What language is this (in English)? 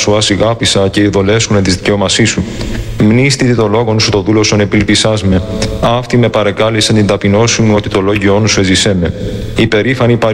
Greek